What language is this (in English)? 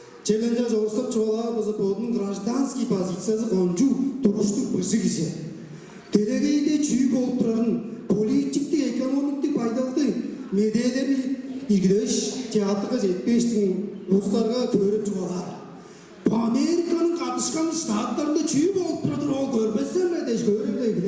Tuvinian